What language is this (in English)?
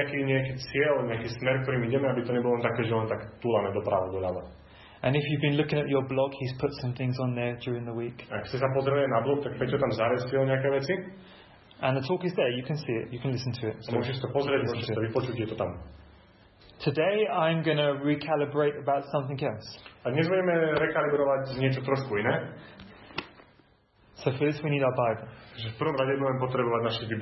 Slovak